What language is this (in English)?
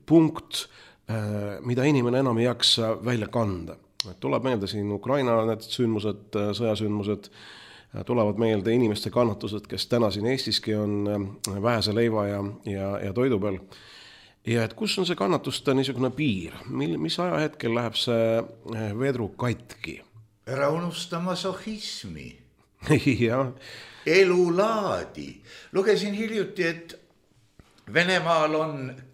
Estonian